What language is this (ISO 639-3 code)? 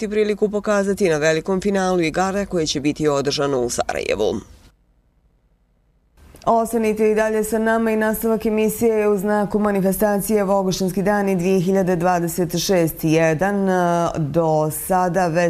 bos